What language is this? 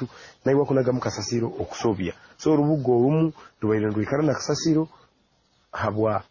Nyoro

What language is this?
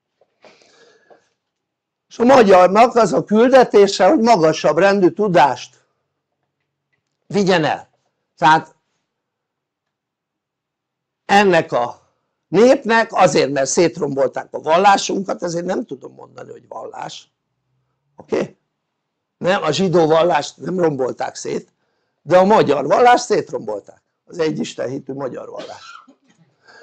Hungarian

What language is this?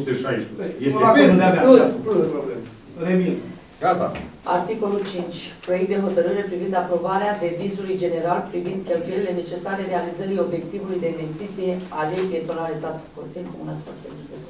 Romanian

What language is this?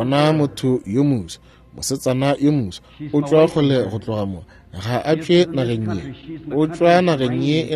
Northern Sotho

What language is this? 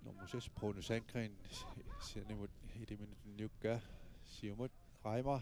Kalaallisut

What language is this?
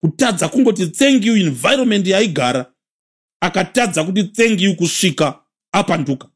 Shona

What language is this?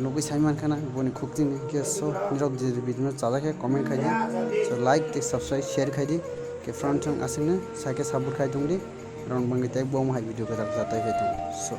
Kok Borok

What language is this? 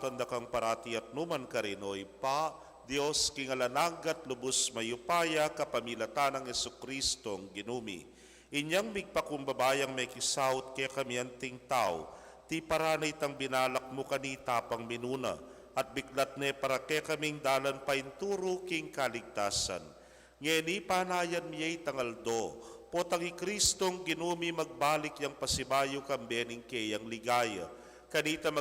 Pampanga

